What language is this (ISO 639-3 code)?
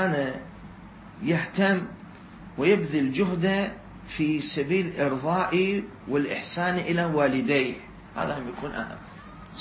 acm